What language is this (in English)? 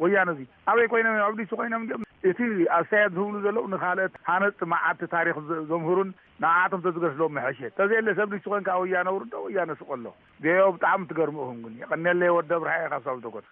Tigrinya